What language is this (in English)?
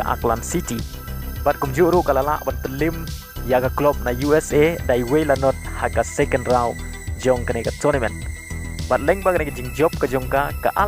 Khasi